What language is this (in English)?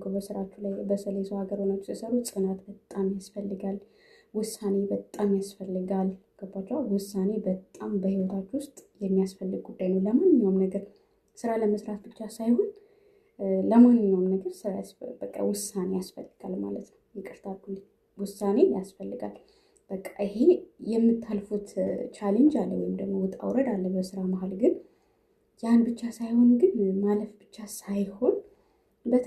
Amharic